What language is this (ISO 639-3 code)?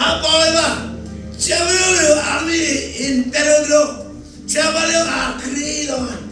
mah